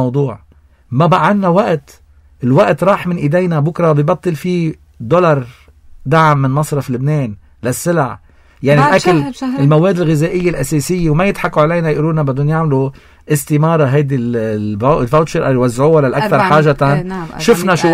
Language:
North Levantine Arabic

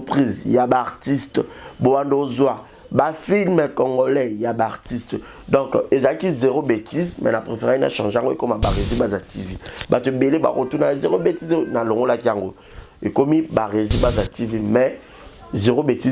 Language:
Lingala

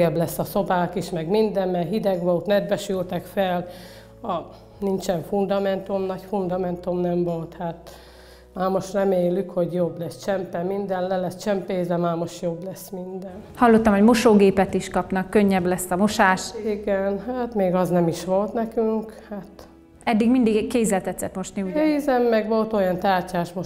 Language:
Hungarian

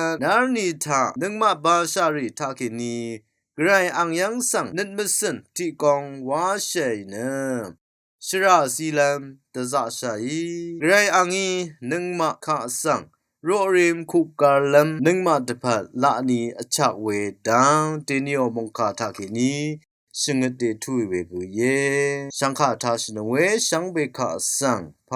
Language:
Rawang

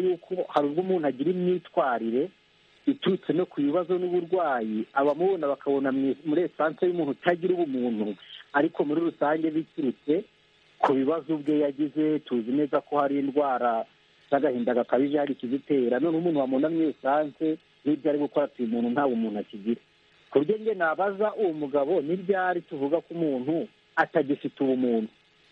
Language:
Kinyarwanda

